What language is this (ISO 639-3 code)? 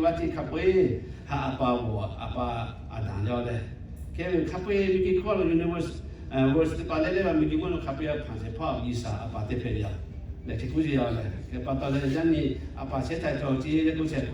lhu